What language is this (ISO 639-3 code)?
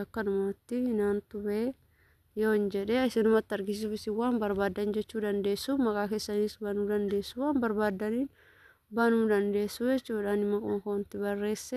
orm